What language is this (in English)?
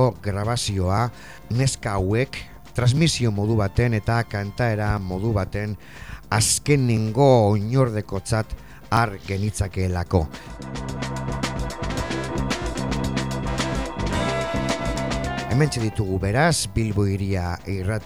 Basque